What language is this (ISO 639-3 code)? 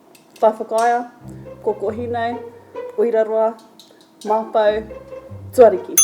mri